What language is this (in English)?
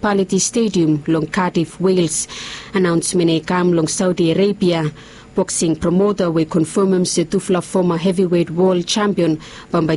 Bislama